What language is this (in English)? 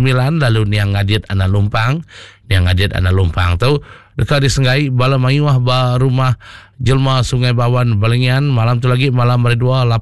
Iban